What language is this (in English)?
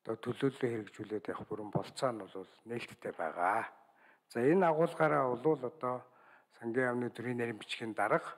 Mongolian